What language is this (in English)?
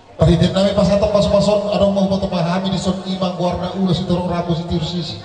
Batak Toba